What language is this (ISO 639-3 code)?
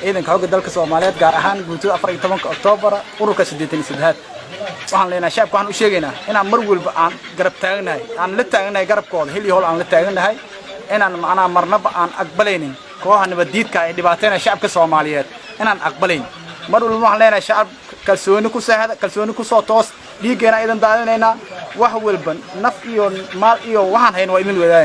som